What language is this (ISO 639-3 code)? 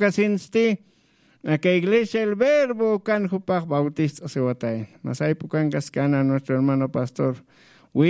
aym